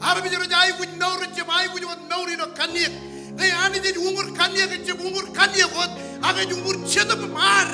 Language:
Marshallese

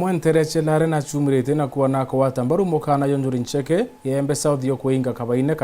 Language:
Meru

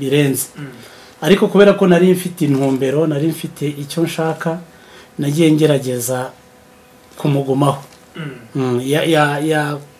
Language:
Kinyarwanda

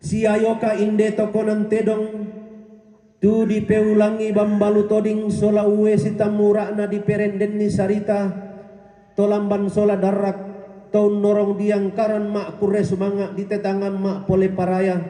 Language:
Toraja-Sa'dan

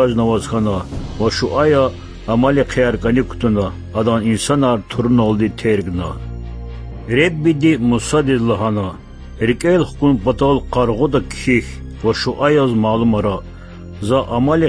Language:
Lezghian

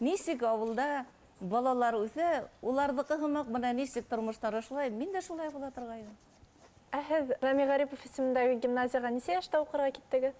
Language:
Bashkir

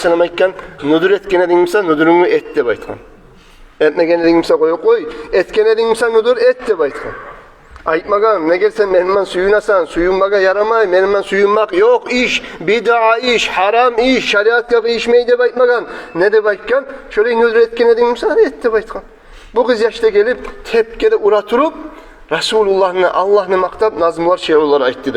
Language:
Kumyk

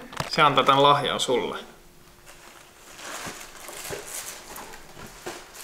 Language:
Finnish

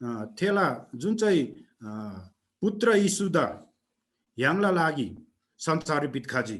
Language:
Eastern Tamang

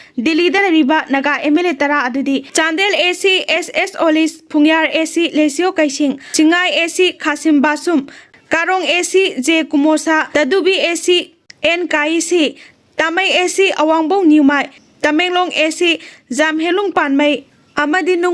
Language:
Manipuri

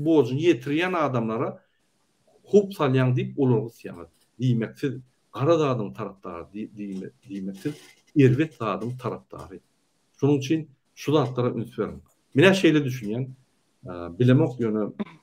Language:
Turkmen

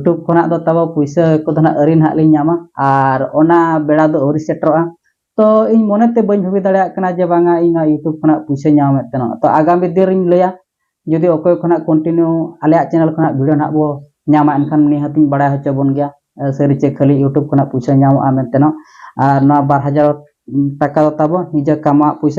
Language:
Santali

